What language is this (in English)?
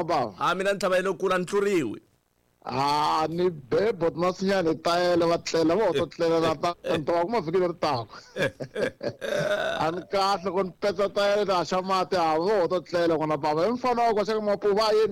Tsonga